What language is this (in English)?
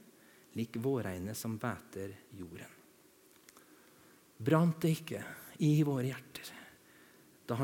Norwegian